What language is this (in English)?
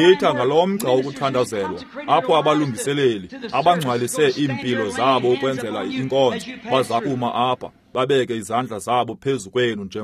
Xhosa